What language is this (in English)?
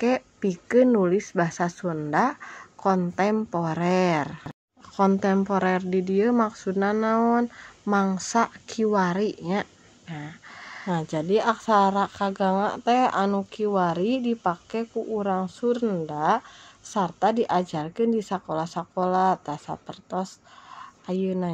Sundanese